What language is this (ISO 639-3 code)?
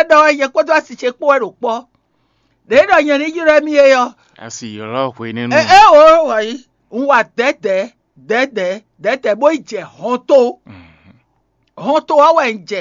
fon